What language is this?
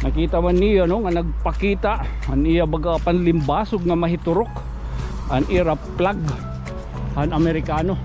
Waray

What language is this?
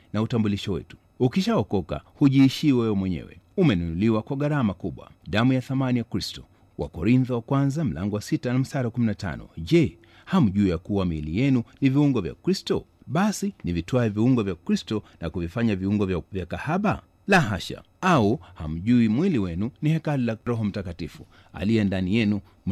Swahili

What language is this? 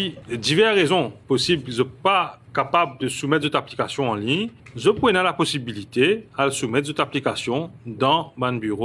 Morisyen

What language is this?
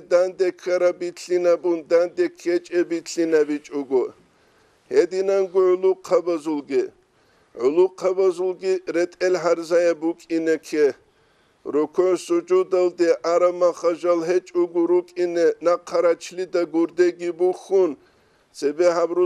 Avaric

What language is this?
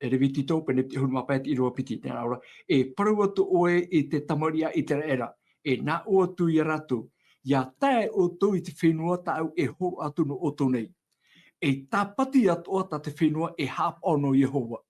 Tahitian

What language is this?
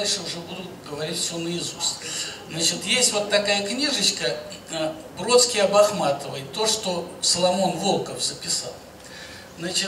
Russian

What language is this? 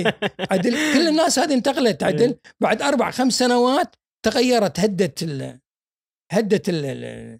Gulf Arabic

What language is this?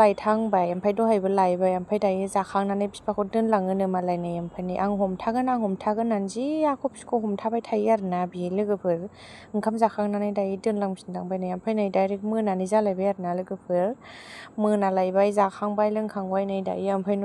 Bodo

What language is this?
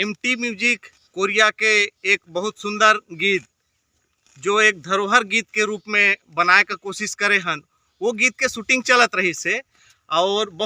Chhattisgarhi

